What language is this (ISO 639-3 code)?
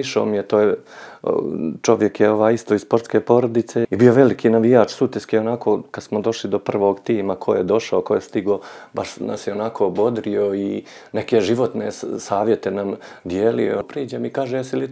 srp